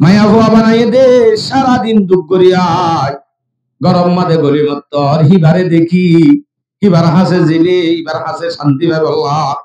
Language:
Rohingya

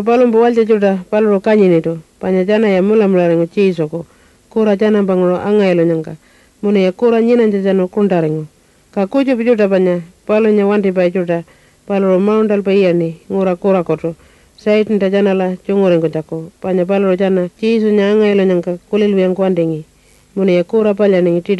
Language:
Pitjantjatjara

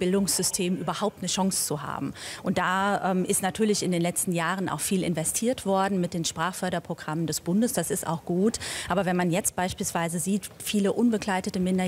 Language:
German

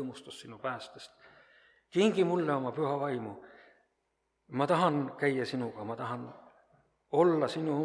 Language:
Estonian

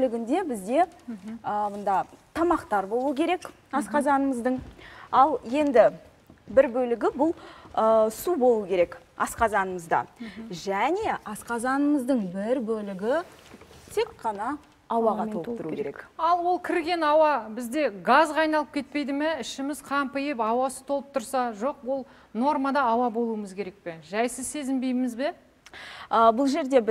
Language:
Kazakh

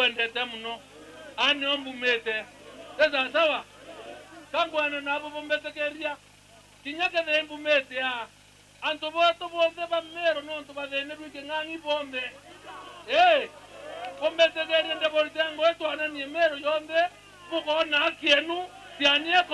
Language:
Meru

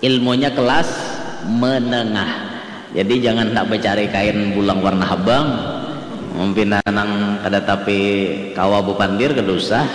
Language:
Banjar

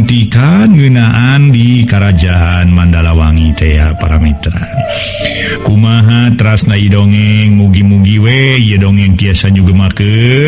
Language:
Sundanese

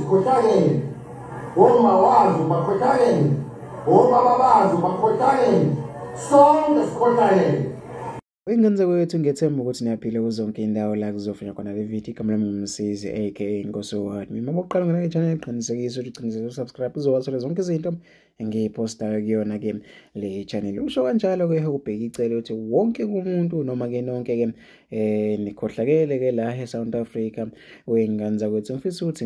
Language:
Zulu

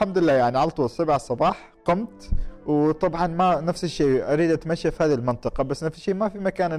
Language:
Gulf Arabic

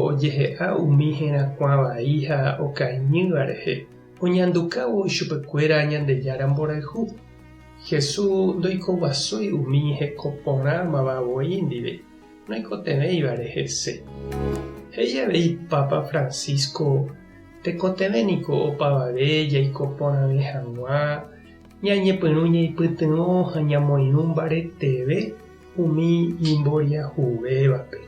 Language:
Guarani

